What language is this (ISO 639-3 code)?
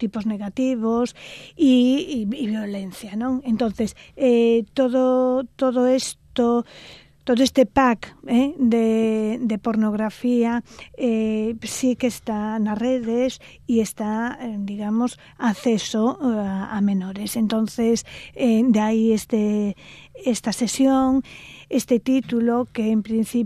glg